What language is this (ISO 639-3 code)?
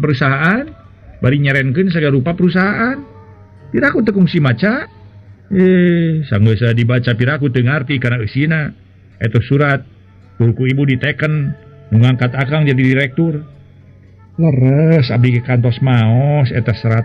sun